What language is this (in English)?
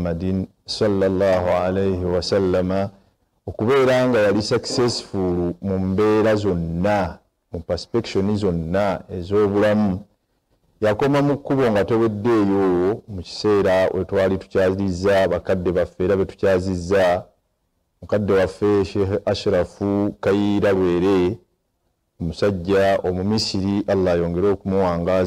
Ganda